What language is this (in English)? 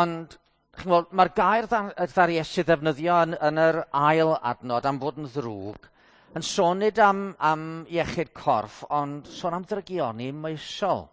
Welsh